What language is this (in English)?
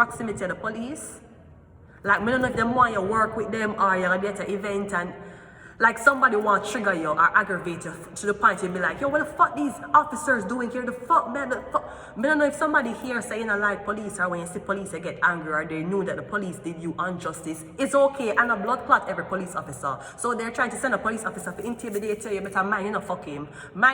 Jamaican Creole English